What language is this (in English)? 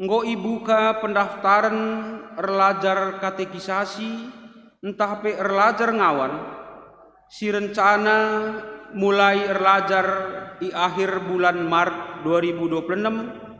Batak Karo